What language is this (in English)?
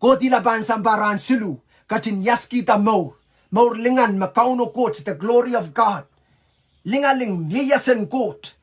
Pohnpeian